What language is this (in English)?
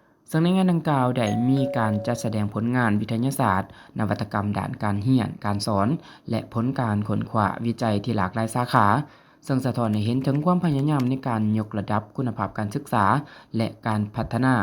Lao